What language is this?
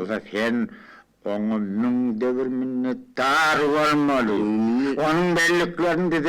Turkmen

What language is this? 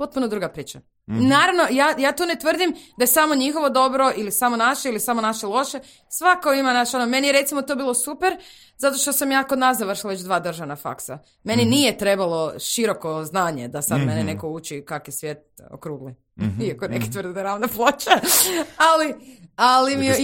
Croatian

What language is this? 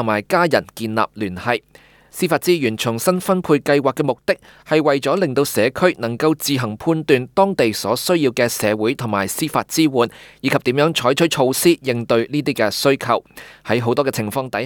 Cantonese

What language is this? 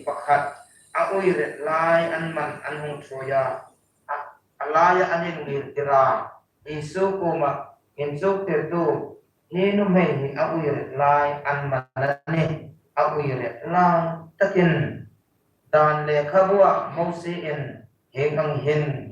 Hmar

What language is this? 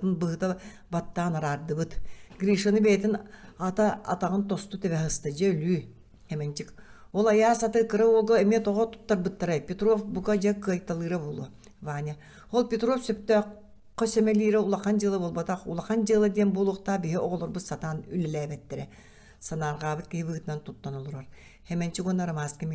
Yakut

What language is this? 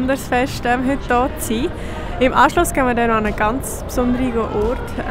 Swiss German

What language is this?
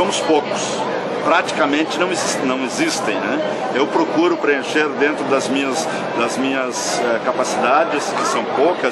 Portuguese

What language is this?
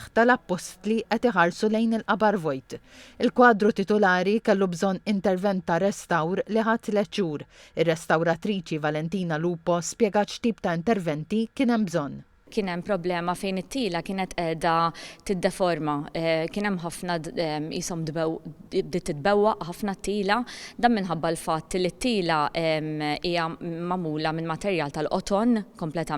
Maltese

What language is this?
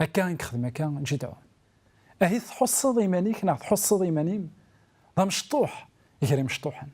Kabyle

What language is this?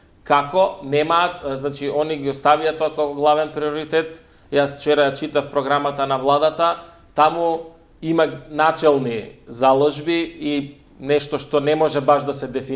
Macedonian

